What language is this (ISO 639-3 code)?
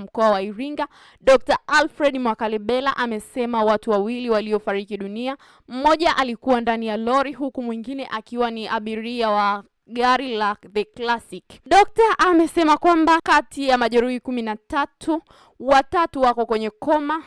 swa